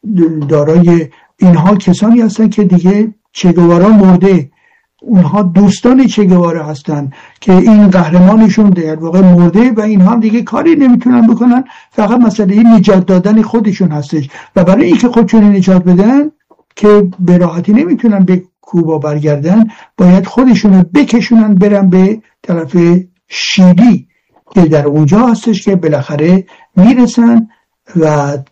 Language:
Persian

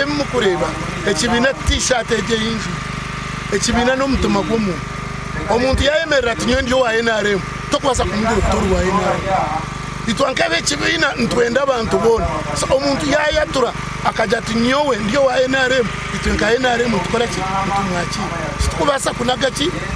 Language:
Nyankole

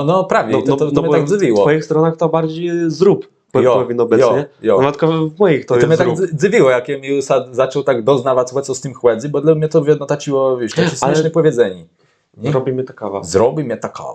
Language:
Kashubian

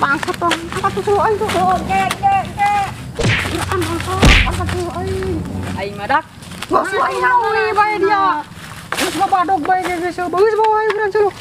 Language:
Sundanese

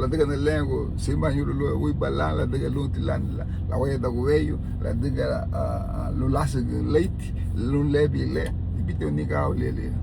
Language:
Garifuna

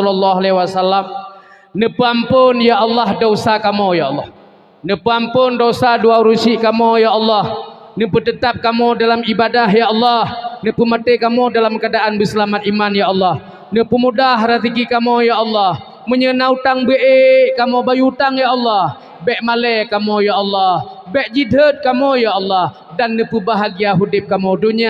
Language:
Achinese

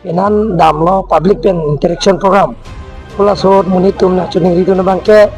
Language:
Karbi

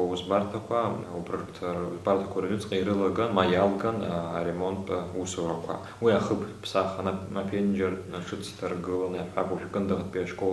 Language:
Abkhazian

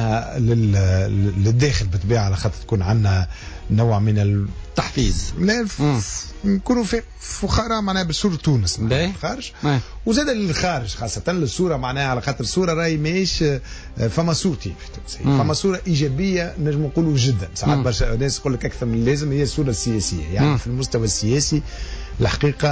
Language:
Tunisian Arabic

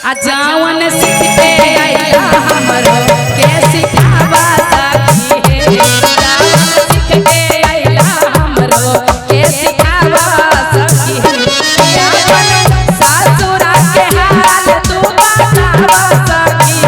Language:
Magahi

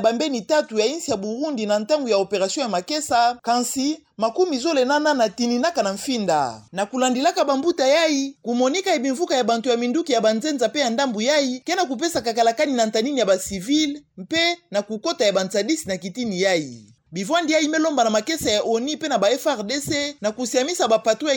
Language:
Kituba (Democratic Republic of Congo)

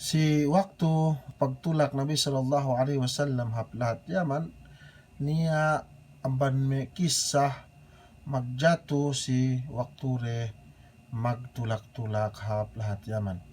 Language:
Yakan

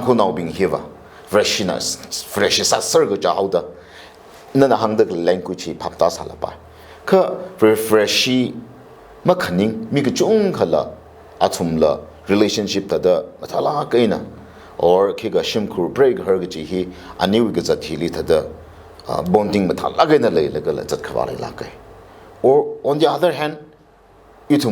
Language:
Tangkhul Naga (India)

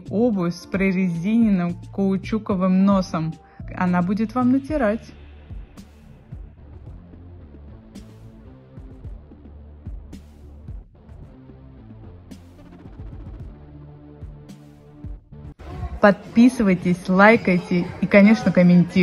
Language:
Russian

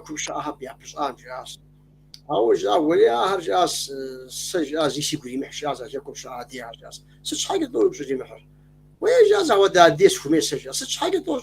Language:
Kabardian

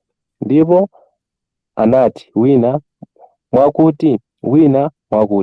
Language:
Nyanja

